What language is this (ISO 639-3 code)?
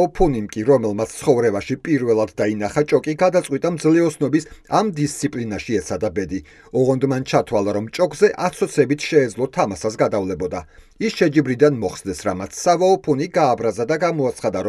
kat